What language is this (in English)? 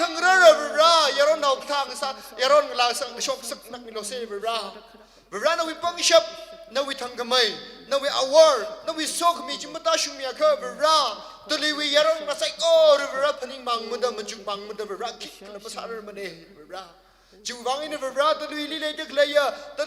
Tangkhul Naga (India)